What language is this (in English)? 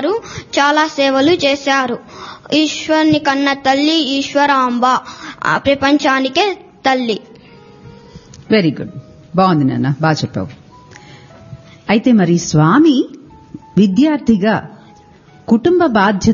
Telugu